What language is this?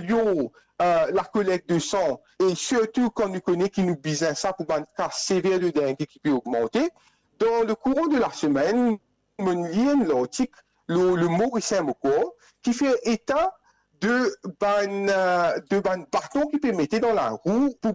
Morisyen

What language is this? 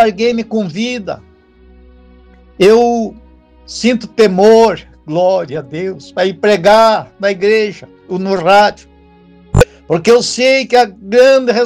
Portuguese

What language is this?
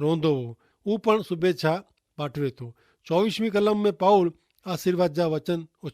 Kachhi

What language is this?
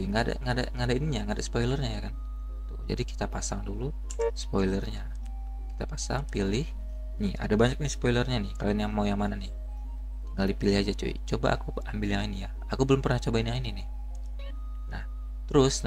Indonesian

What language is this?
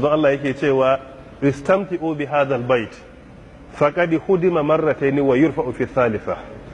Hausa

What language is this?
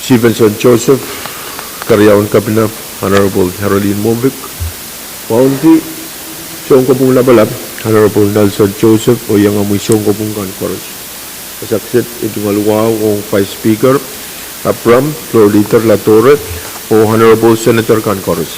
Pohnpeian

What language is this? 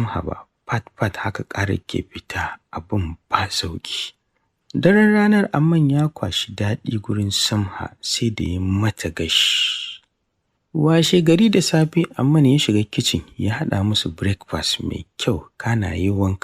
Hausa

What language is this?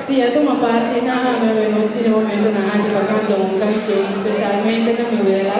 Papiamento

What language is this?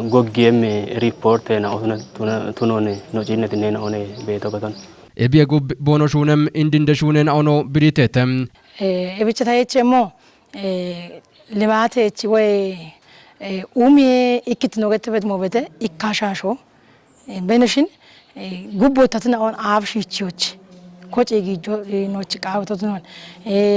Kafa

